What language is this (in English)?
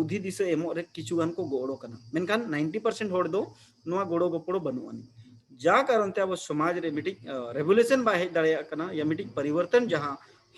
Santali